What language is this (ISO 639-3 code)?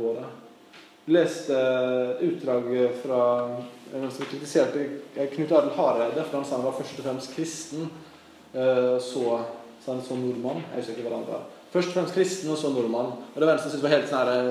nor